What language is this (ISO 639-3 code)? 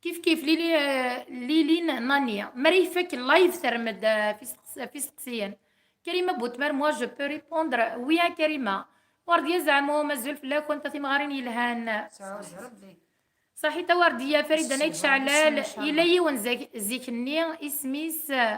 kab